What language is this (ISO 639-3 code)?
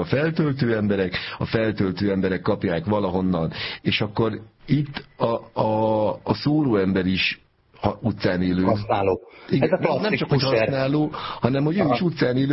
hun